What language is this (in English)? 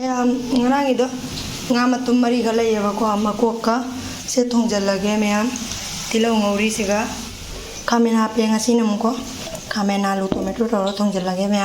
Manipuri